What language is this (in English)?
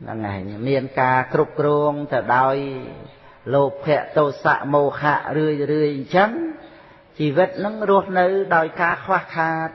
Khmer